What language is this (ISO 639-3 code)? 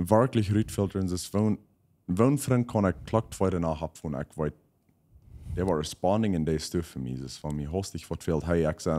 pdt